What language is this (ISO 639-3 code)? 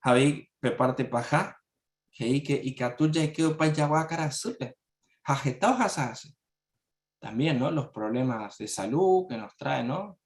grn